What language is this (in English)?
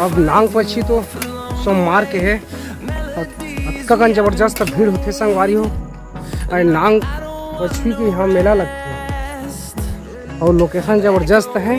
Chhattisgarhi